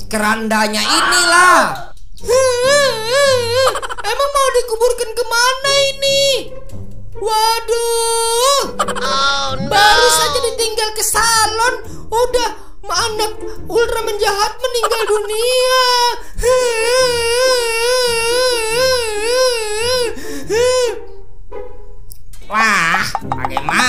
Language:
Indonesian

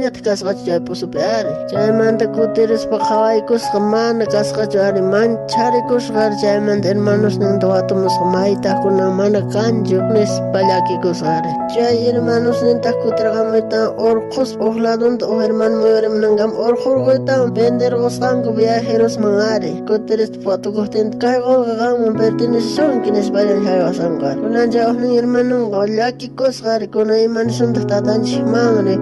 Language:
South Bolivian Quechua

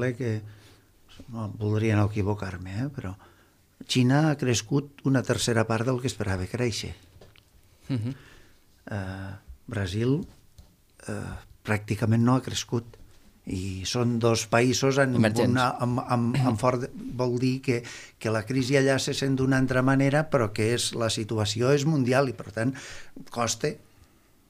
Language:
Catalan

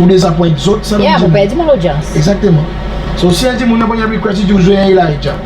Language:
Seselwa Creole French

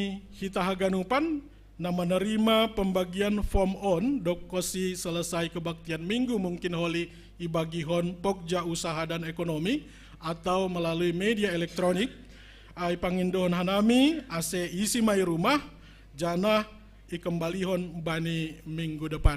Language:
Batak Simalungun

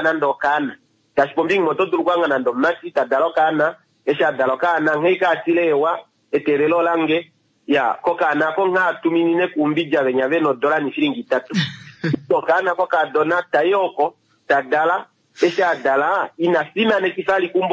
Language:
Kuanyama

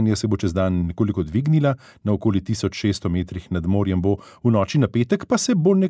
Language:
Slovenian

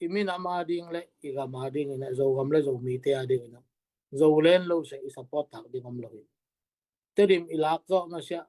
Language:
Tedim Chin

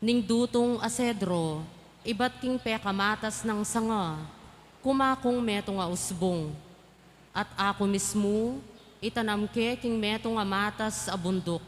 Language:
Pampanga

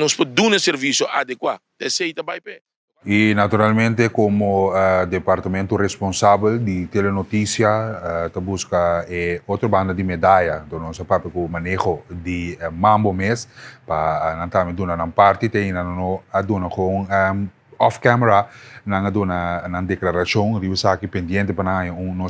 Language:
Papiamento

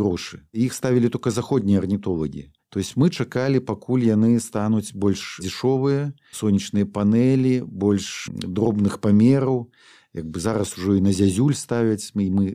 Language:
Belarusian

